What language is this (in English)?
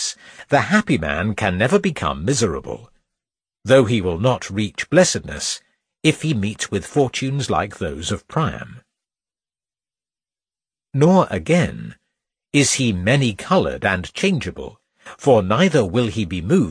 English